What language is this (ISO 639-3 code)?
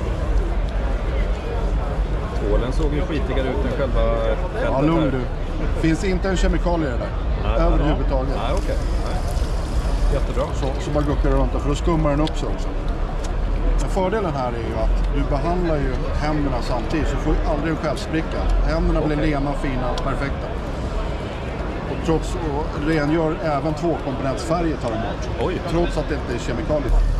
swe